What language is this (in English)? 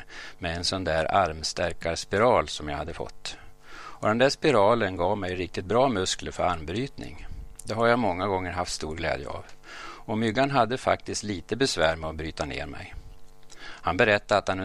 Swedish